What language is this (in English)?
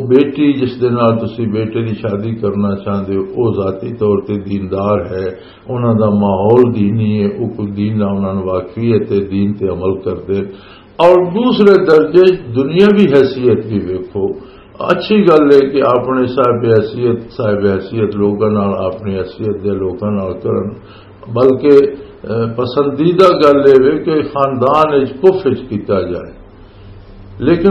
Western Panjabi